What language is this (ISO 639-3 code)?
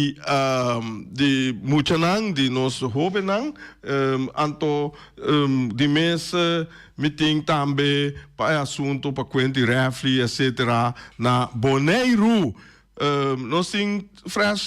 pap